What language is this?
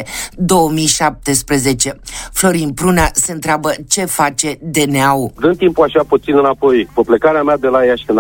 Romanian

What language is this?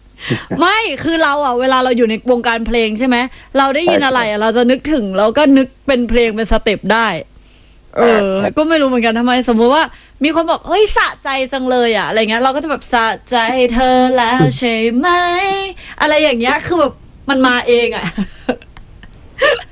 Thai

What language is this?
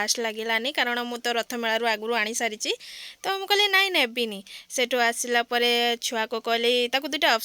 Odia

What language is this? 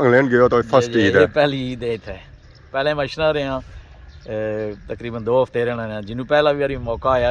Pahari-Potwari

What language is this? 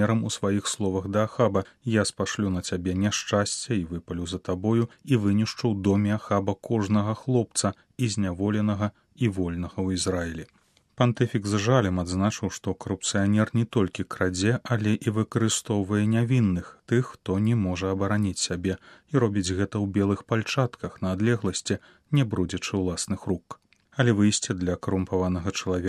Belarusian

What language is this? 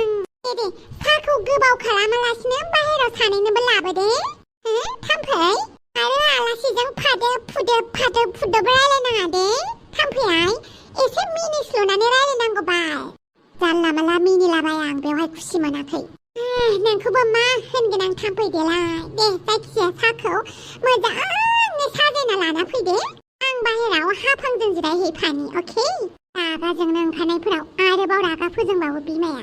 Bodo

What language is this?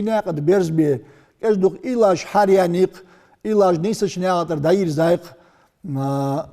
Ingush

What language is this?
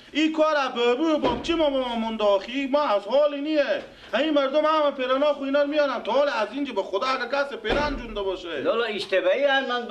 Persian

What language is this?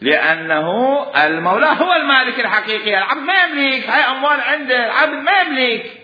Mesopotamian Arabic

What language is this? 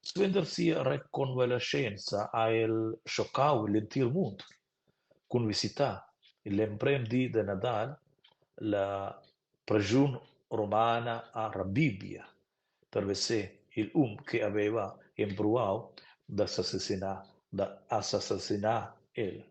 Romansh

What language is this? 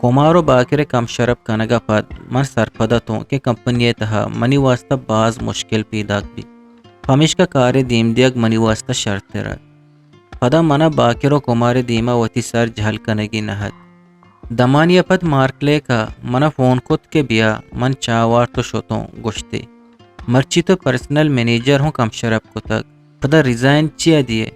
Eastern Balochi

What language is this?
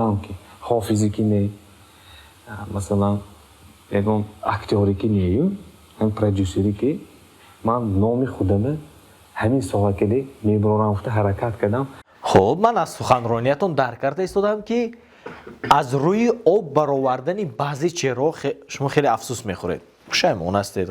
Tajik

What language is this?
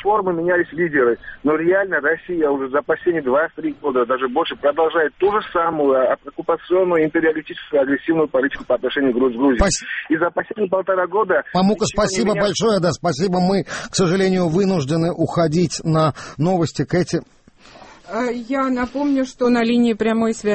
Russian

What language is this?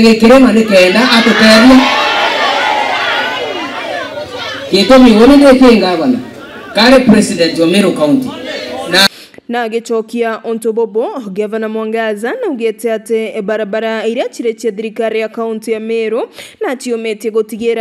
Meru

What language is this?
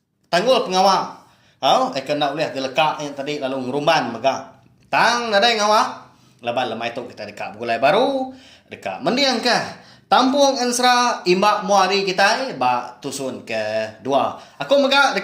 Iban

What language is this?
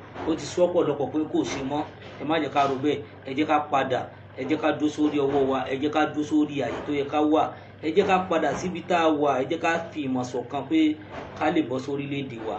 Yoruba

